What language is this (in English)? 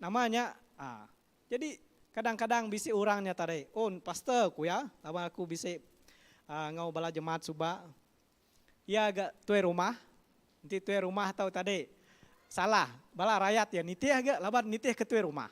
Iban